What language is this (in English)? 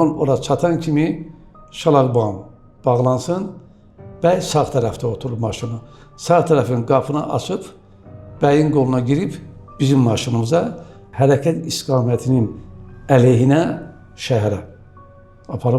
Azerbaijani